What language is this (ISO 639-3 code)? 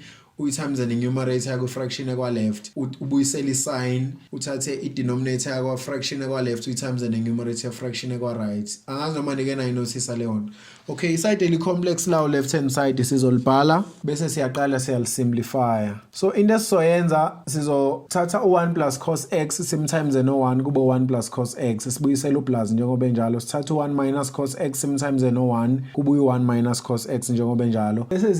zul